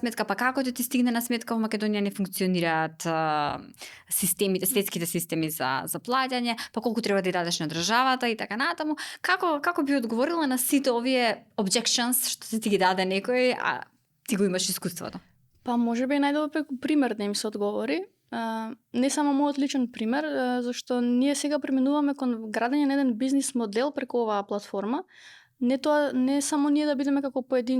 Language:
Macedonian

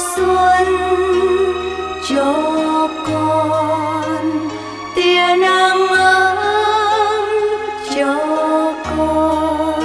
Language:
Vietnamese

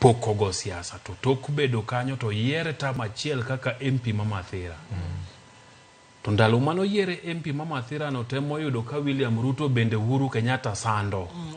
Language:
Luo (Kenya and Tanzania)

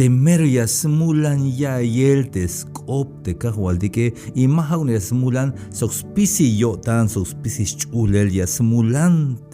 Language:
Tzeltal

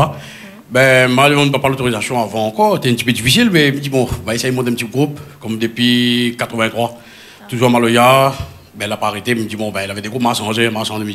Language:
Réunion Creole French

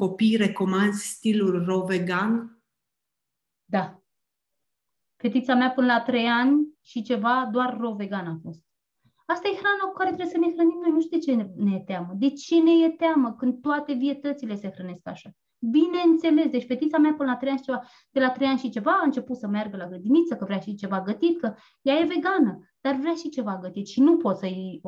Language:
Romanian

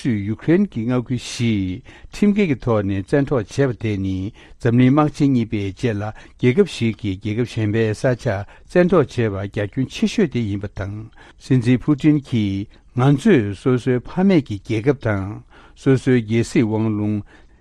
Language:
Tibetan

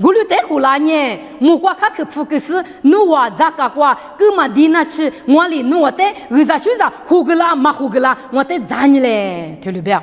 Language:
Lisu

